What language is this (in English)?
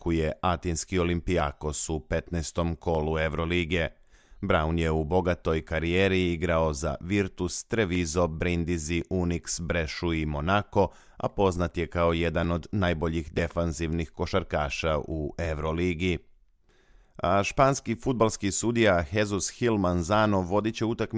Bosnian